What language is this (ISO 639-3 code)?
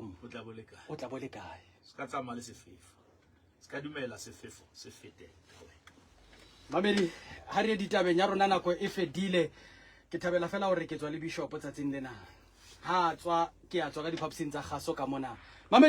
sot